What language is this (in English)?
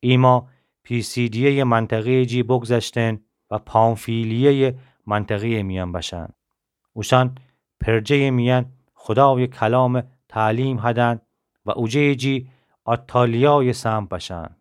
Gilaki